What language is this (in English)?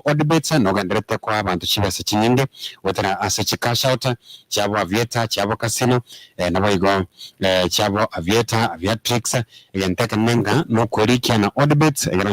Gusii